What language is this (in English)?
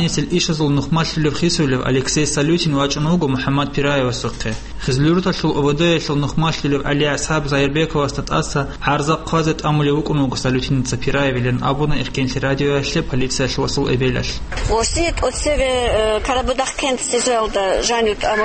Avaric